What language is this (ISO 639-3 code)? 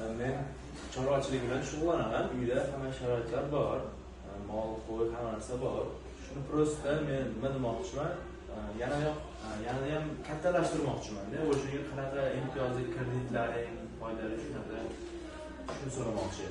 uzb